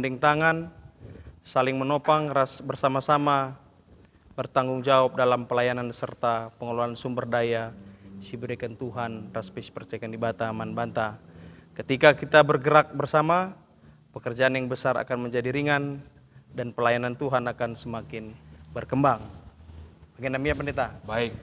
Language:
Batak Karo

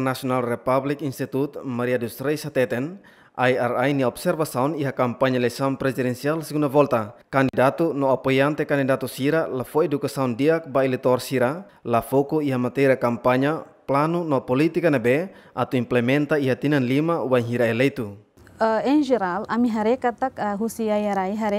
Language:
Tetum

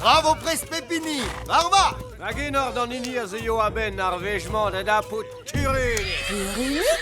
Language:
Breton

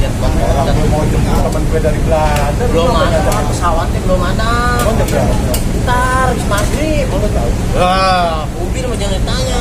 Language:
Betawi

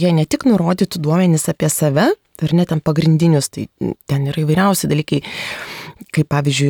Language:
Lithuanian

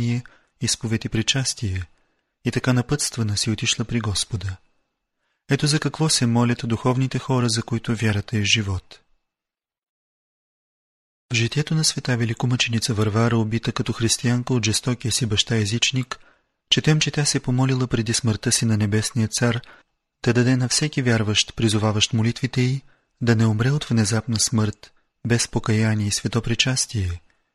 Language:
Bulgarian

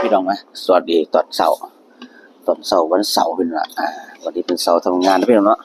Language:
Northeastern Thai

